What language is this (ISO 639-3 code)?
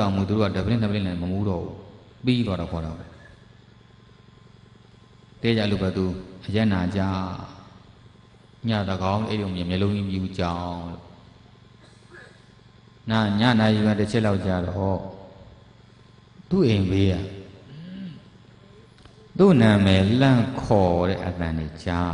mya